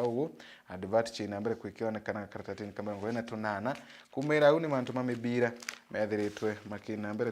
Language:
Meru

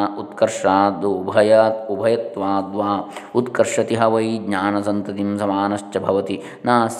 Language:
Sanskrit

